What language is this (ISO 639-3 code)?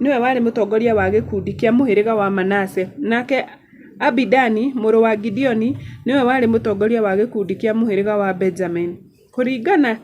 kik